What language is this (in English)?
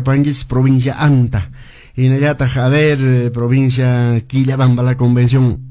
Quechua